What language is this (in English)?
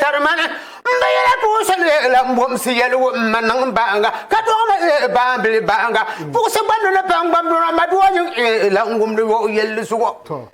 Dagbani